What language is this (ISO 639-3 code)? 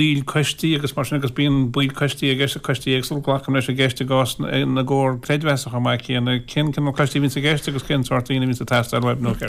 gle